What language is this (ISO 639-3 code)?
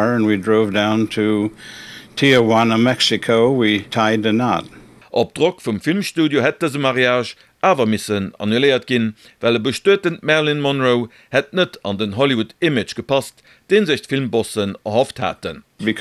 ltz